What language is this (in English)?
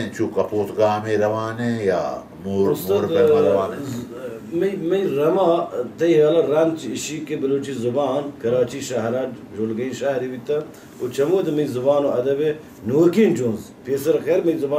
Baluchi